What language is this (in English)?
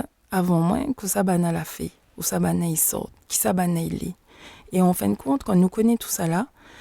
Réunion Creole French